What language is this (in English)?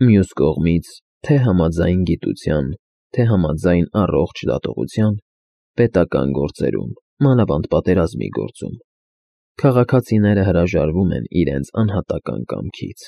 Armenian